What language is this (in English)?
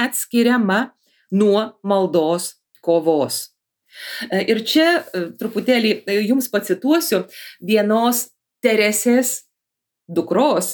Lithuanian